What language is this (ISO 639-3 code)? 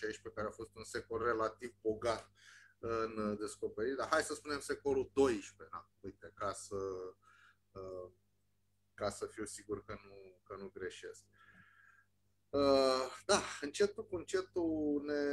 ron